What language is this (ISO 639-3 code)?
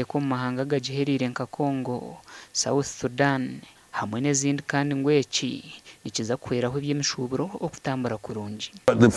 nyn